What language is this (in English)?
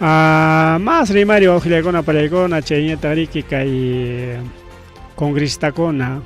Ayacucho Quechua